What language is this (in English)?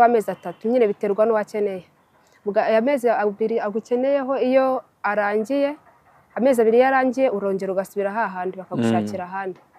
Kinyarwanda